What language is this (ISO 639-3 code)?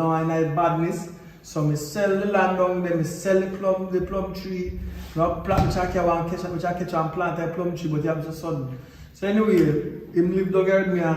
jam